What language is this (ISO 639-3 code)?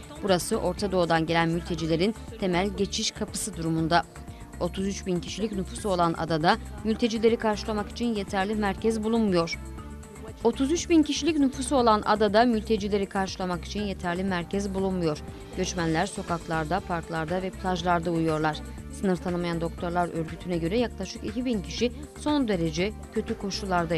tur